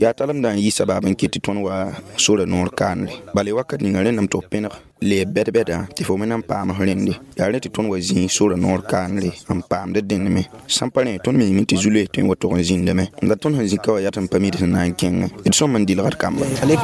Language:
Mossi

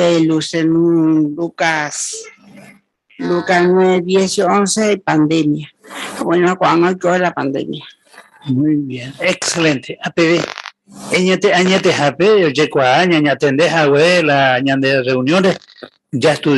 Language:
Guarani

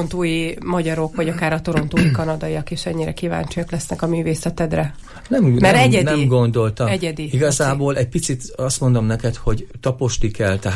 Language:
Hungarian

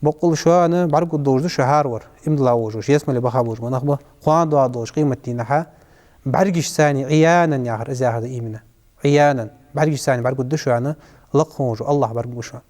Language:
Ingush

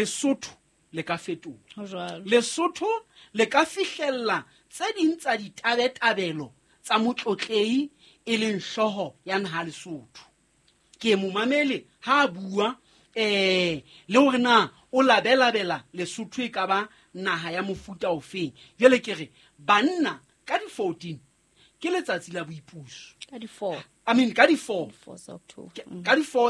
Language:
Southern Sotho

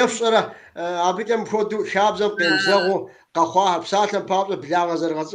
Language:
Kabardian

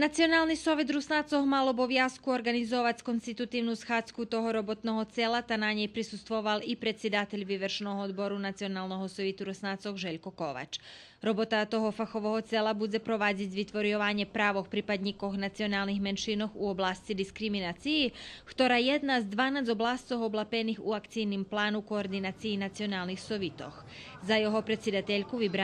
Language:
Rusyn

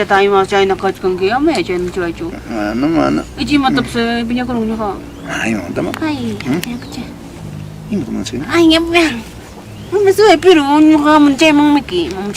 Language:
Ayacucho Quechua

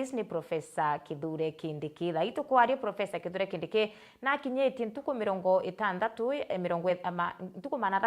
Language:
Meru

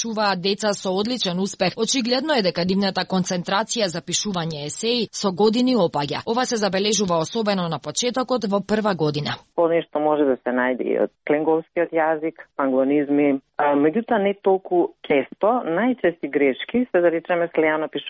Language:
Macedonian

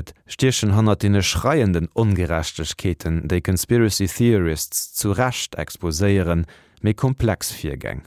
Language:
Luxembourgish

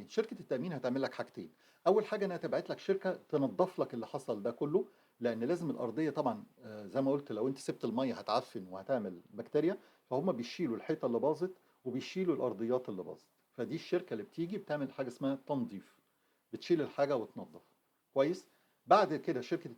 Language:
Egyptian Arabic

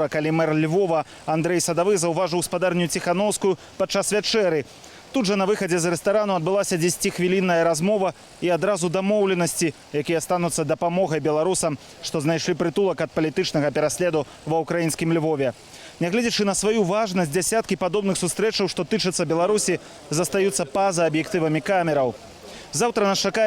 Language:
Belarusian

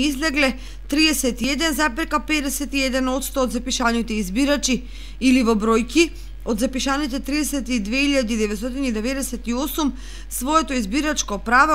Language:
Macedonian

